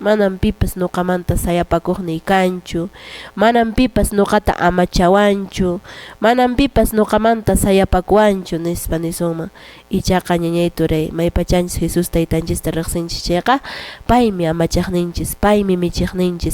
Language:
Quechua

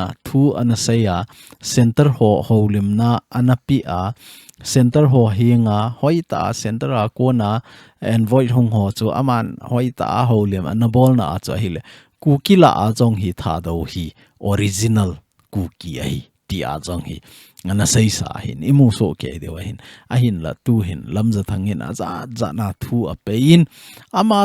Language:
Thado Chin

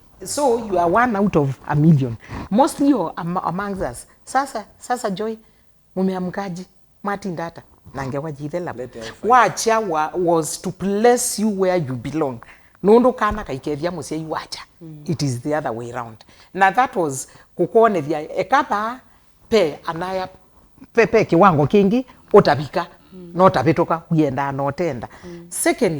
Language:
Kamba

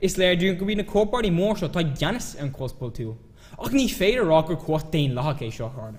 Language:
Irish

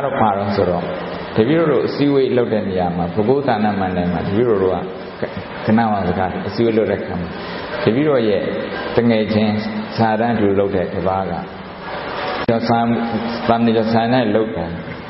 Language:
Burmese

